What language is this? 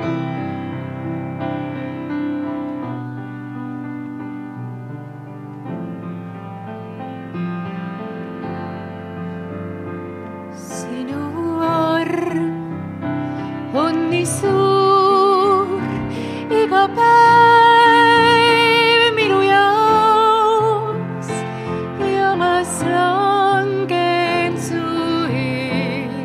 Estonian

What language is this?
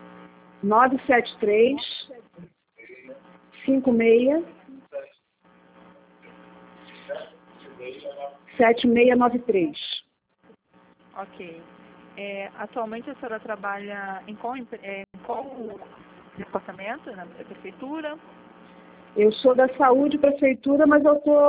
Portuguese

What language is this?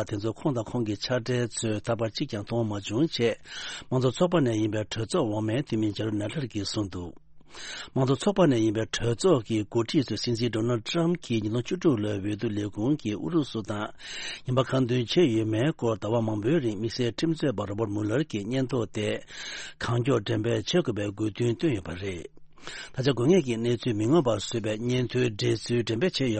Tibetan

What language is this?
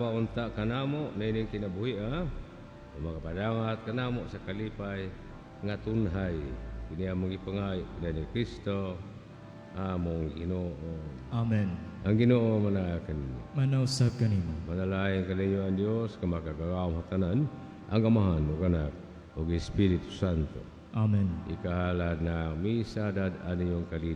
Cebuano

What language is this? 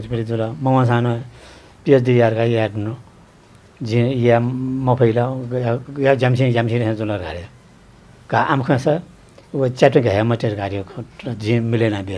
Newari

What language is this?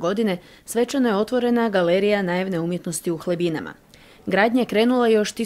Croatian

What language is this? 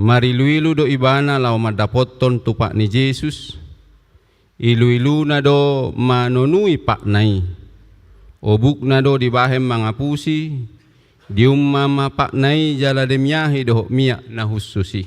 Batak Toba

